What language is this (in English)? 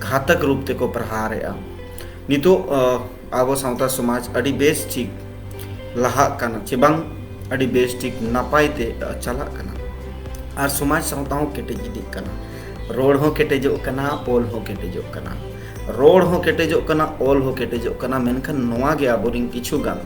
Santali